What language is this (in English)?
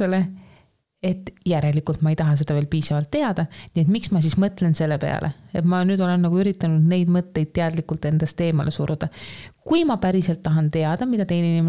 Estonian